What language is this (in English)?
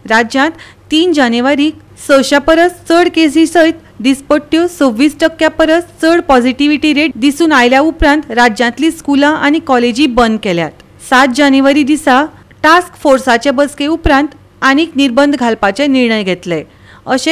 Konkani